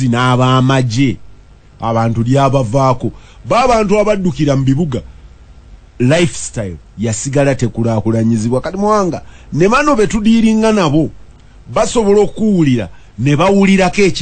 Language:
Ganda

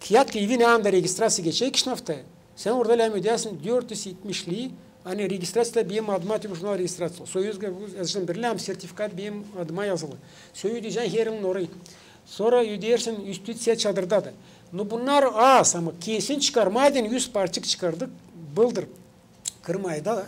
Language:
Gagauz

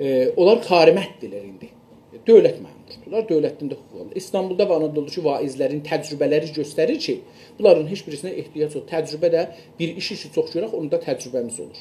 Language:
South Azerbaijani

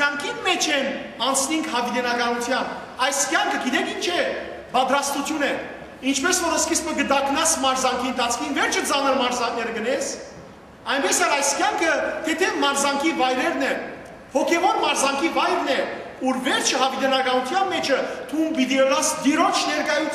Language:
Western Armenian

